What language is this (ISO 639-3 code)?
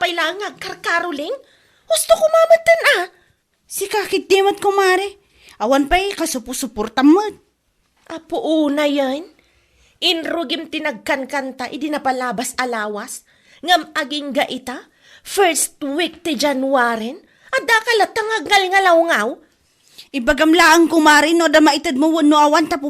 ilo